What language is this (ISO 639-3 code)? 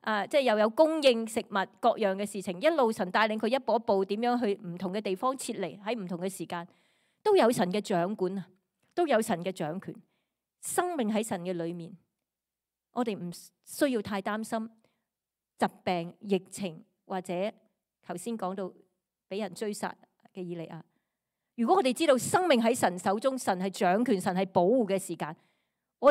yue